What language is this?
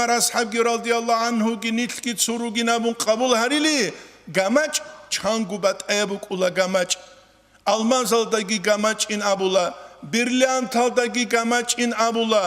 Avaric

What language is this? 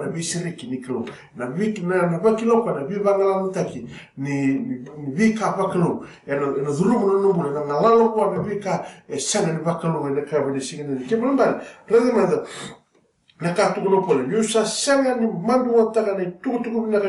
Fijian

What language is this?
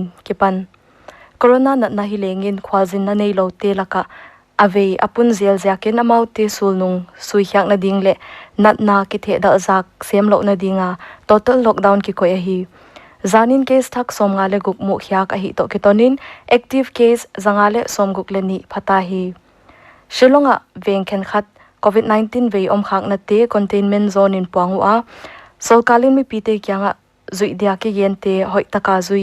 Paite Chin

